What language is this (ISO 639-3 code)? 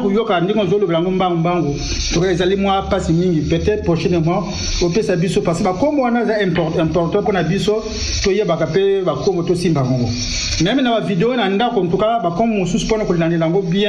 lin